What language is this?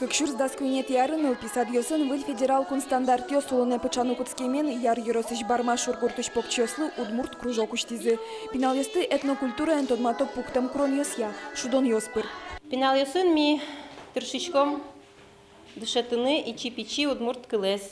Udmurt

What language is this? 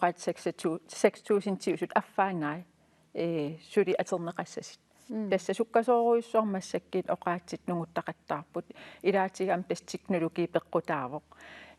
Kalaallisut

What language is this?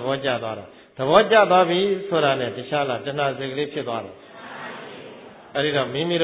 Burmese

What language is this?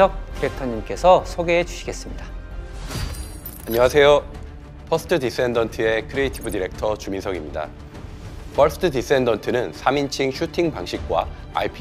Korean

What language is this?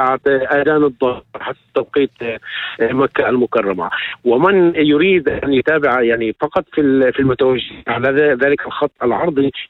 North Levantine Arabic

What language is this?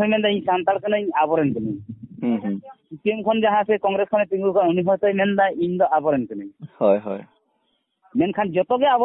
Santali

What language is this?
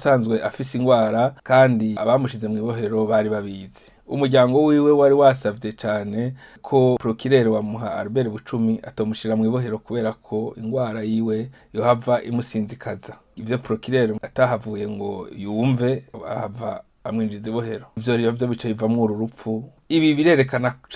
Rundi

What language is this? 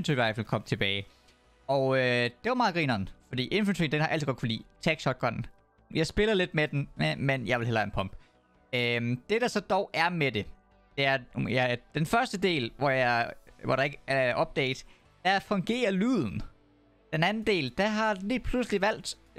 Danish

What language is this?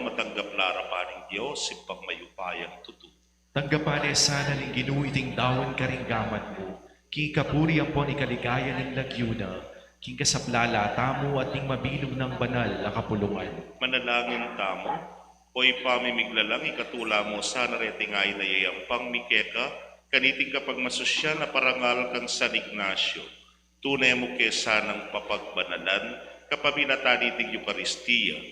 Pampanga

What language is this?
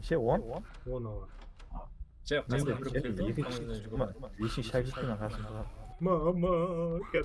Kara-Kalpak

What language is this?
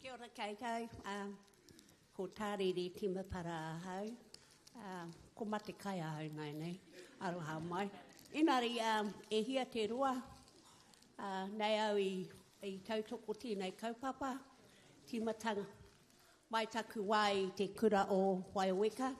Māori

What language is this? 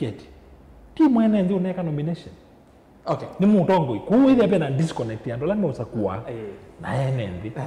Kamba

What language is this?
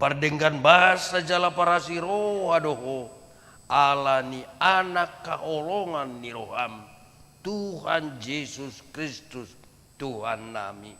Batak Toba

